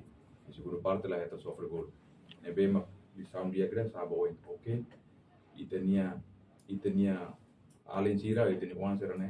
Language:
Tetum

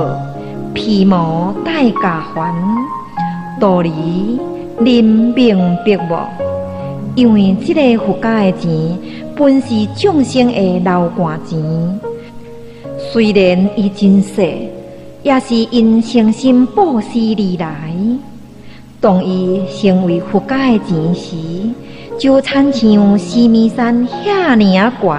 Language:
Min Nan Chinese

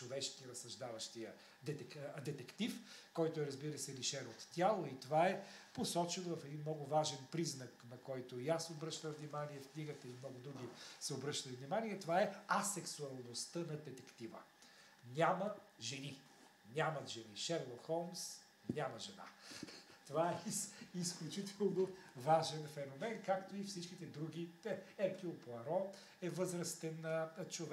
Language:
Bulgarian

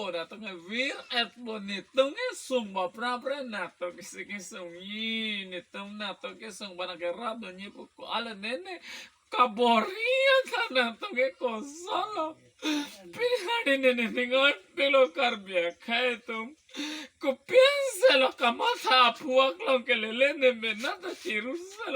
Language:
Karbi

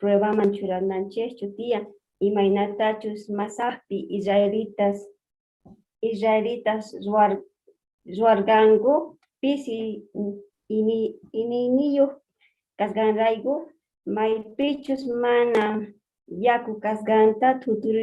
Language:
South Bolivian Quechua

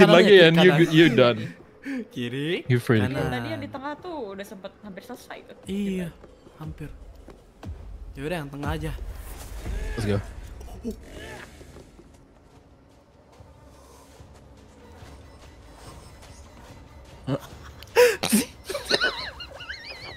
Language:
Indonesian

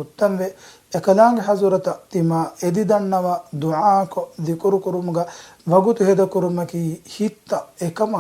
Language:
Divehi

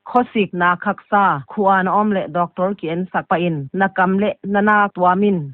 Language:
Paite Chin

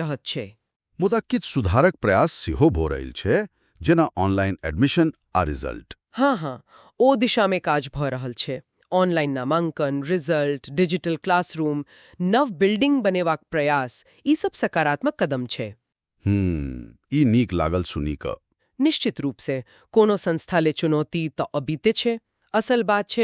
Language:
Maithili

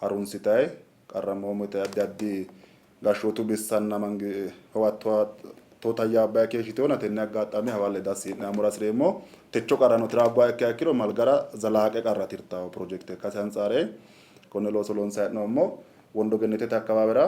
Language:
Sidamo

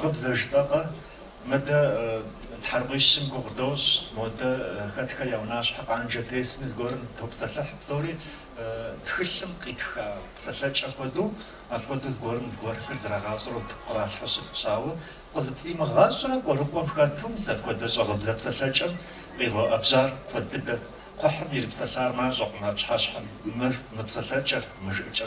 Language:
Kabardian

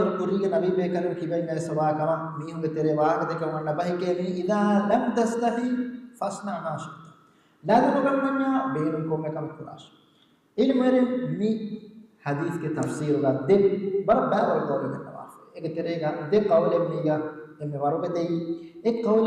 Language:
Divehi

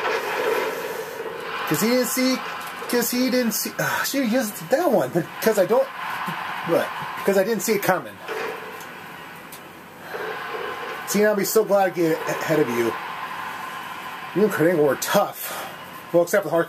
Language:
English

